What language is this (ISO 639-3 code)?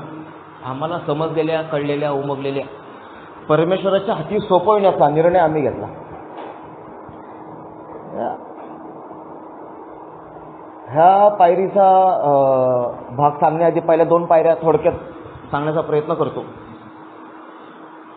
mar